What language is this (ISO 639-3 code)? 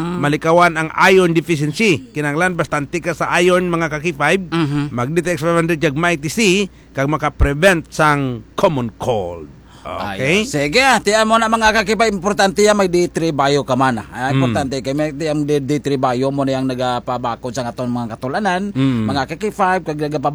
hil